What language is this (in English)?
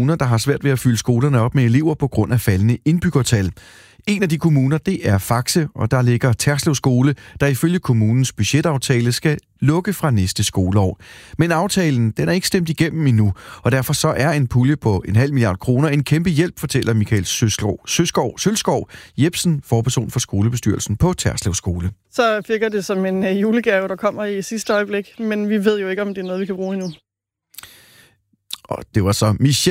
Danish